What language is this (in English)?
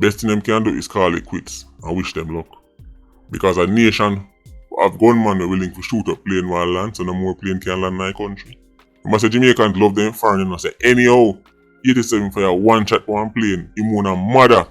Jamaican Creole English